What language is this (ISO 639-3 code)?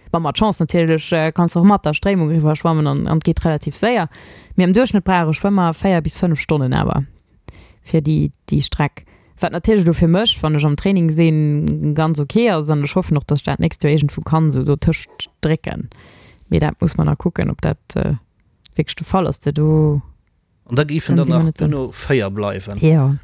ltz